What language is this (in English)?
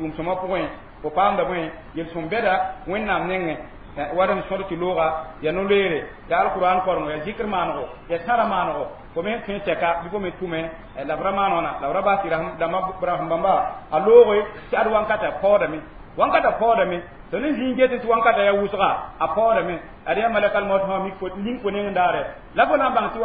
Mossi